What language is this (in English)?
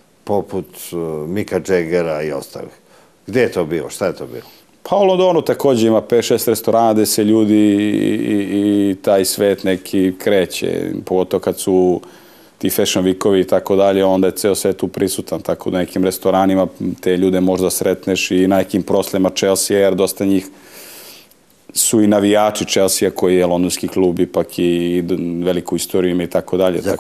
Serbian